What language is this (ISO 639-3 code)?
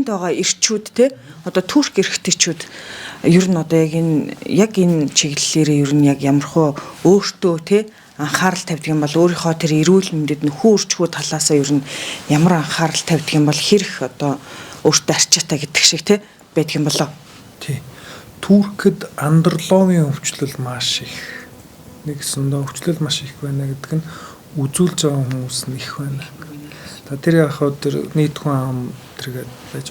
mon